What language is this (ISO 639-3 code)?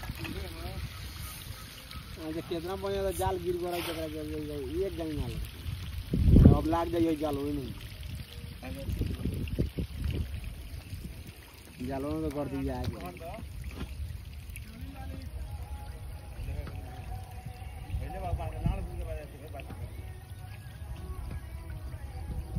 bho